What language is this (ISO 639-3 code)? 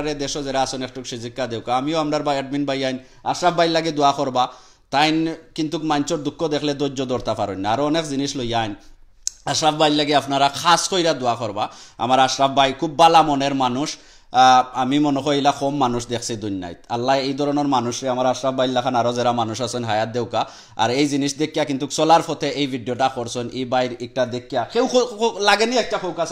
syl